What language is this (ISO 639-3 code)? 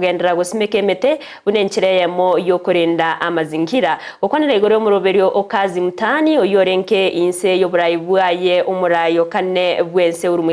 guz